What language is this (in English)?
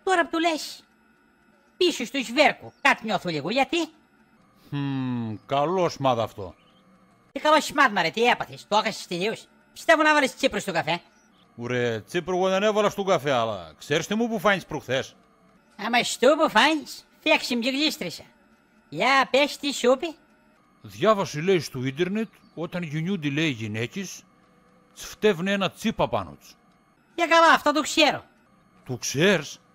Greek